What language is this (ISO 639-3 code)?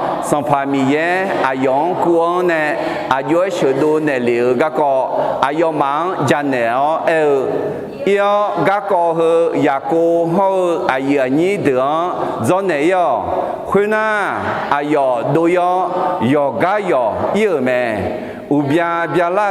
ahk